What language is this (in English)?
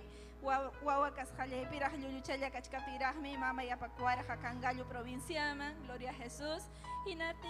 Ayacucho Quechua